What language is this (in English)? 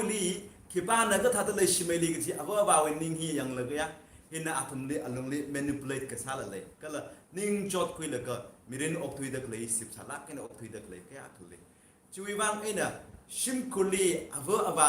Tangkhul Naga (India)